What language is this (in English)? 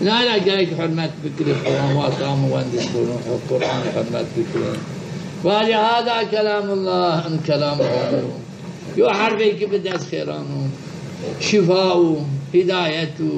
Zaza